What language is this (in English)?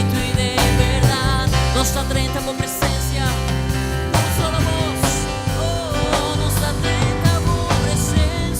Papiamento